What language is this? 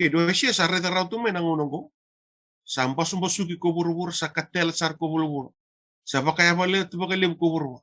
Fijian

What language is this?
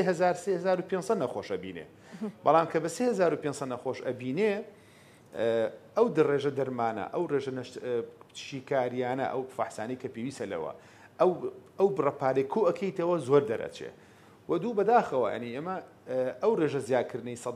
Central Kurdish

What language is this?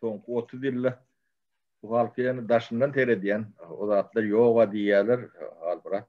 Turkmen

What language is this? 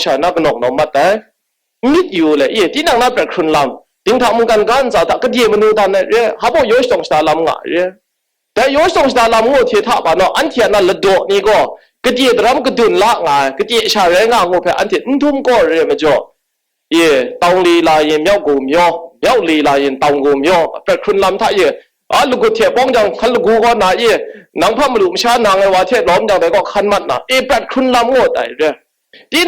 Kachin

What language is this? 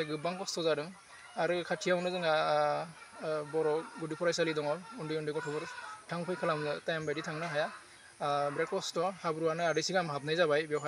Bodo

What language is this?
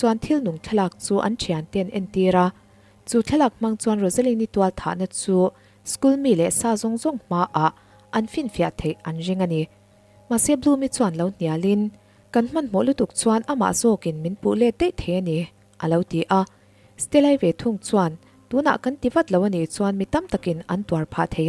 Mizo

